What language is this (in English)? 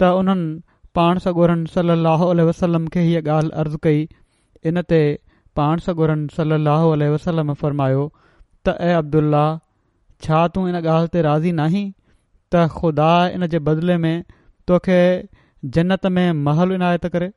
Sindhi